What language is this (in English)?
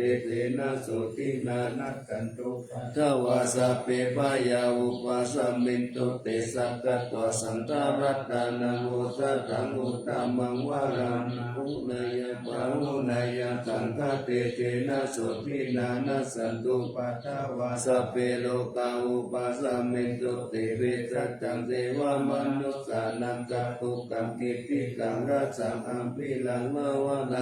Pali